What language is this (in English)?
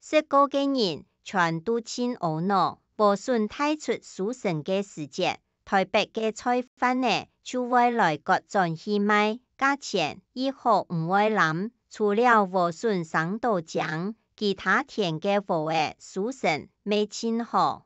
Hakka Chinese